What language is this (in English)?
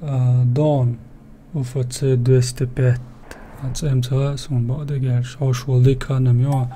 Chechen